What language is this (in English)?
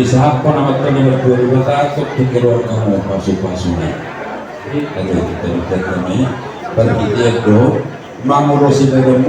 Batak Toba